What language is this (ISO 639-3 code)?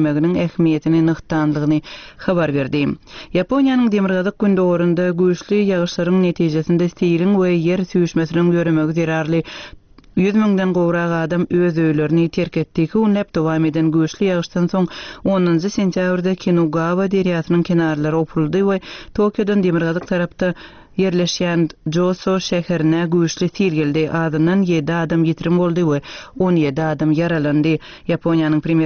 tuk